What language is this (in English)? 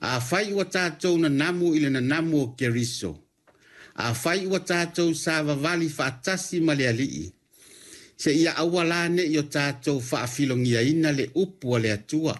Samoan